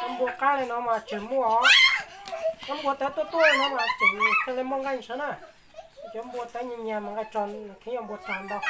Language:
Hmong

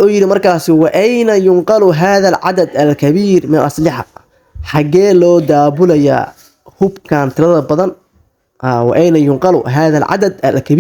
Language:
Somali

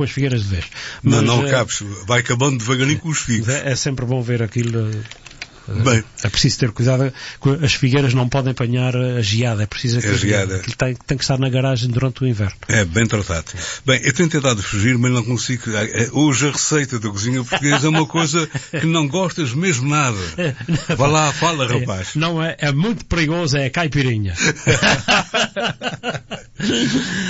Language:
Portuguese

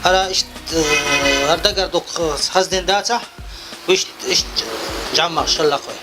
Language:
Chechen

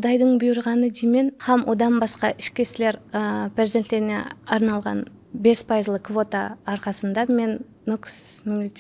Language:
Kara-Kalpak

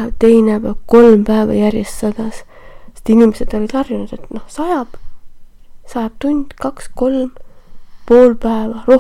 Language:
Estonian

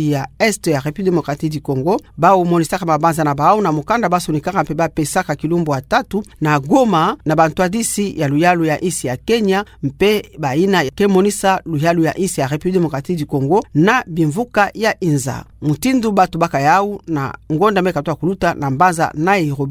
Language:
Kituba (Democratic Republic of Congo)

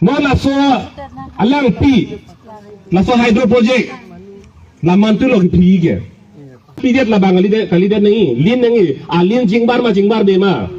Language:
Karbi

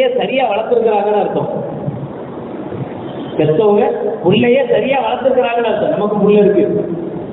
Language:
Tamil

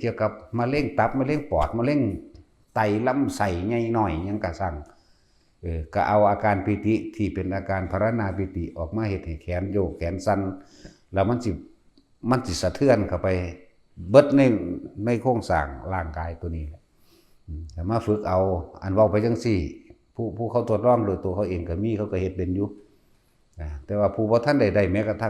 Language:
Lao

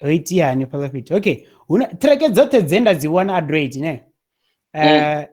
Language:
Venda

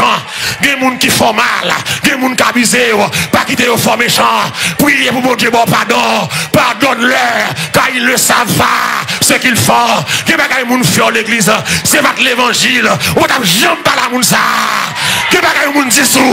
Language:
Haitian Creole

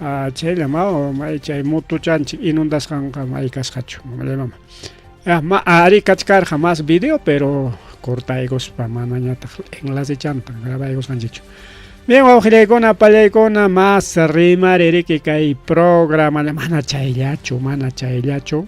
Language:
Ayacucho Quechua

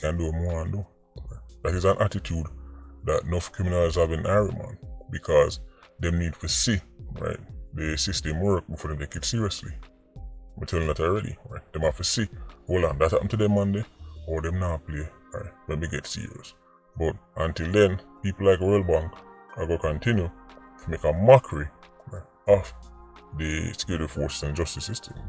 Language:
Jamaican Creole English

